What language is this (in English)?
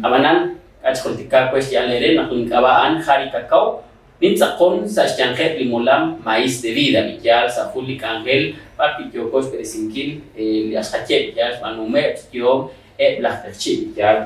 Kekchí